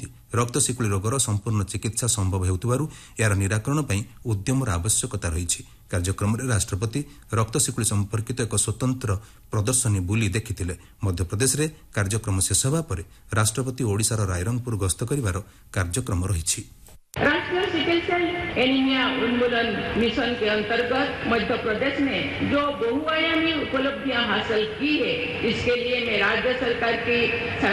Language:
Odia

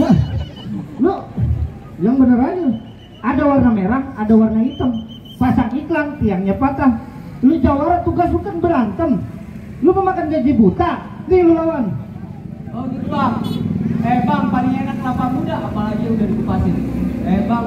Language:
Betawi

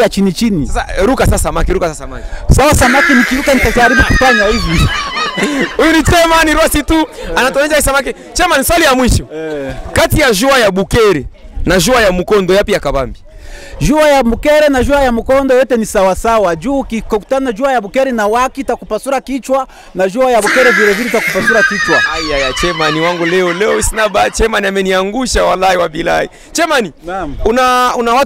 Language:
Swahili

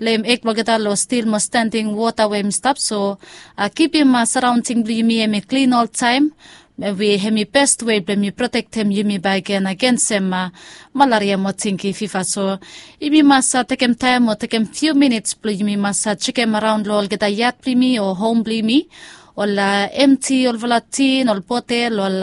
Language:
Bislama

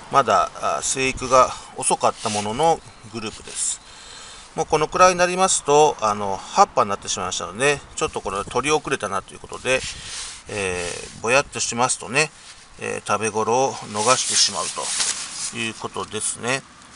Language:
Japanese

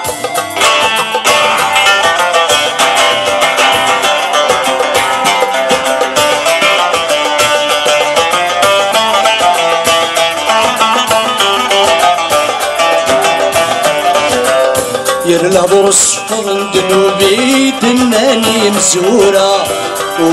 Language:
Arabic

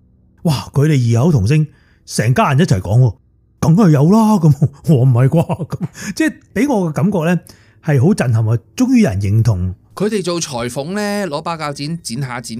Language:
Cantonese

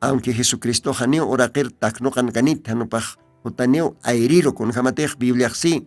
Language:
Aymara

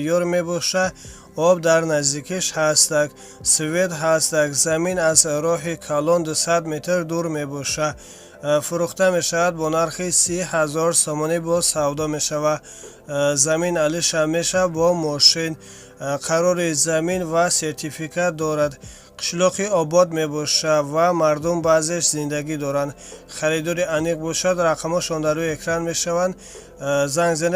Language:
Tajik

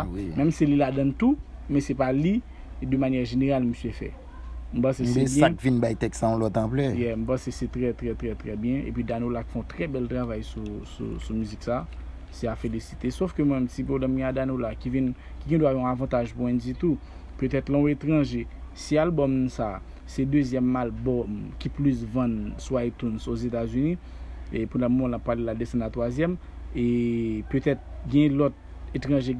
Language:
Haitian Creole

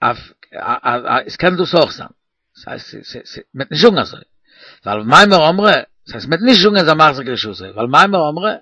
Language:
Yiddish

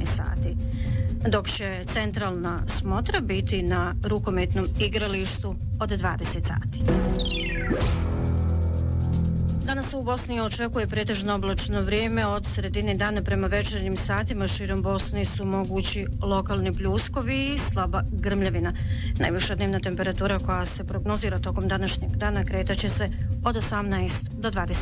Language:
Bosnian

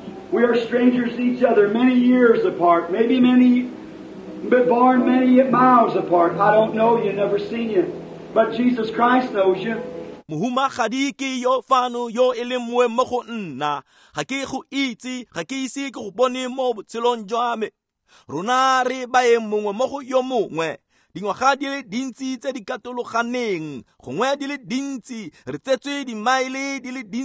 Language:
Tswana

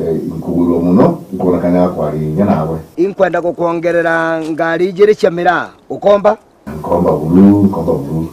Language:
Meru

